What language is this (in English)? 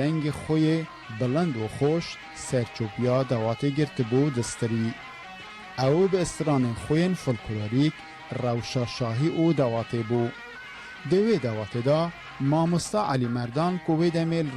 Kurdish